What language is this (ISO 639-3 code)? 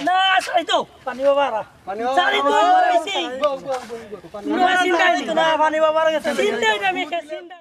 syl